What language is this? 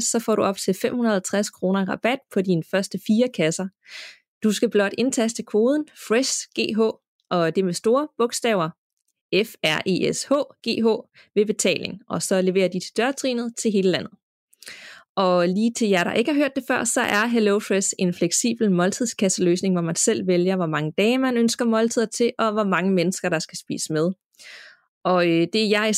Danish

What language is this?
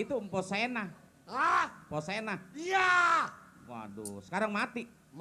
Betawi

